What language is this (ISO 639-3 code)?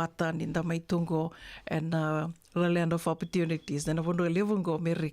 fij